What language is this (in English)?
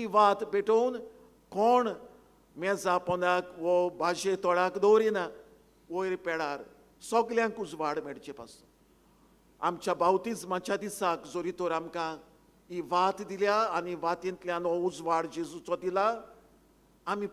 Konkani